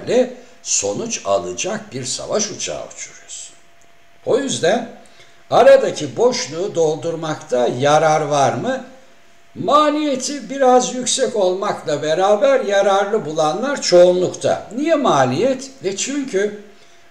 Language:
Turkish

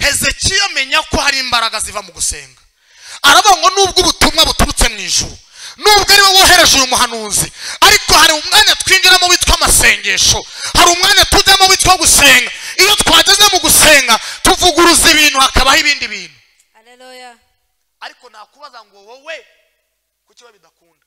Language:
Kinyarwanda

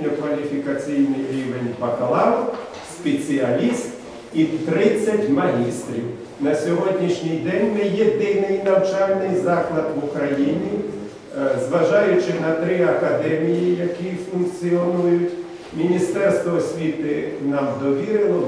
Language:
Ukrainian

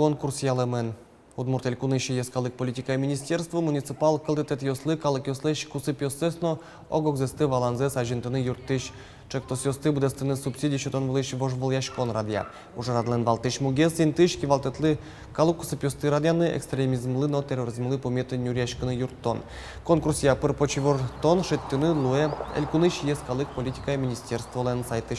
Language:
Udmurt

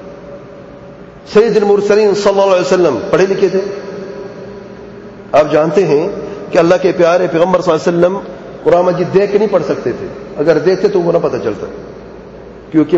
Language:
Urdu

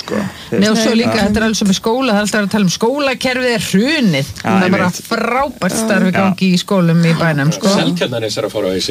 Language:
Icelandic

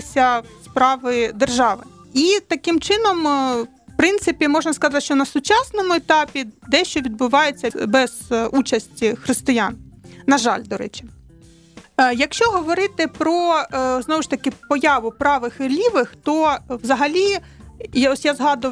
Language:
Ukrainian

